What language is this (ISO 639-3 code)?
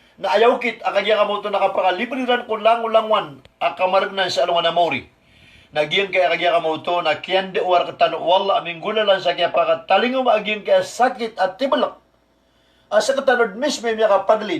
mrw